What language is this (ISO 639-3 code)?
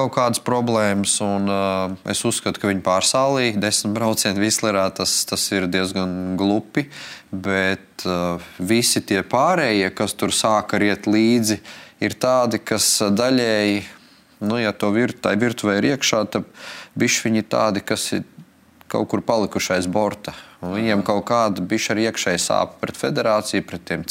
lav